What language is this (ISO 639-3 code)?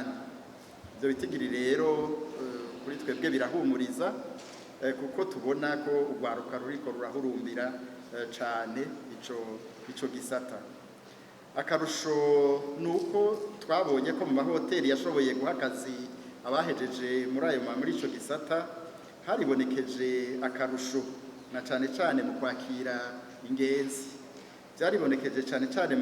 run